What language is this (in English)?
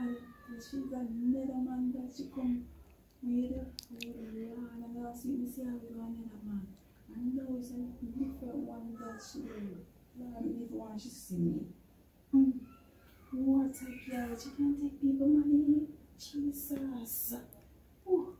Jamaican Creole English